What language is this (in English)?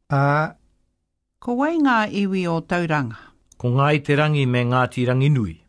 Māori